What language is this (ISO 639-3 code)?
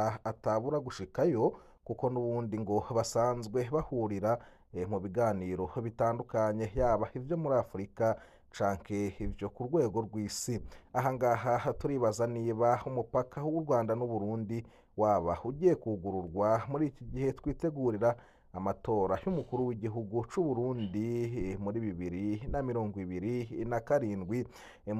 run